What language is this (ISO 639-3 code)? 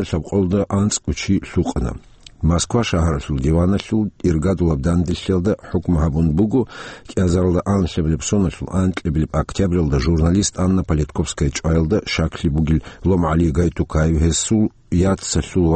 ava